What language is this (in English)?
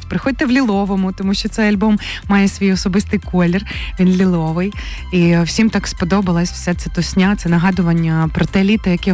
Ukrainian